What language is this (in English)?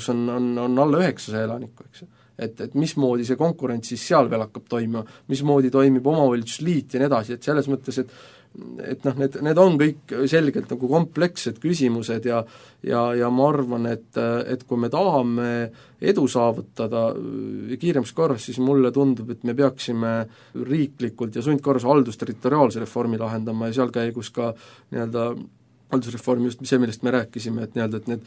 Estonian